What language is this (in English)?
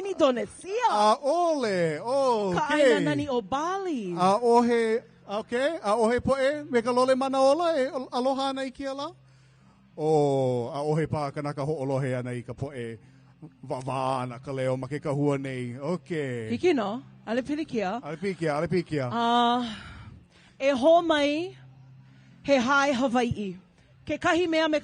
Hawaiian